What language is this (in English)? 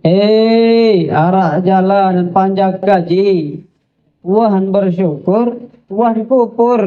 Sasak